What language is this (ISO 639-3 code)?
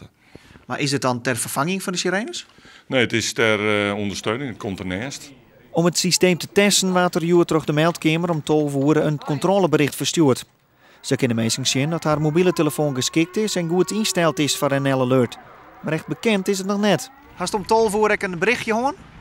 fry